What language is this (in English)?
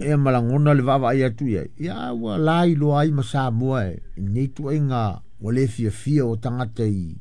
Samoan